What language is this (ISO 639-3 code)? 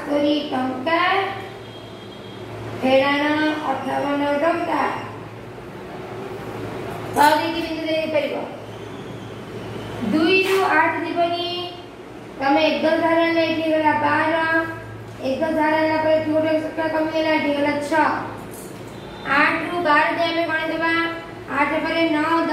ori